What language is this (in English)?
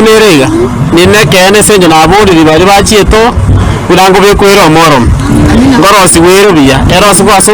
Gusii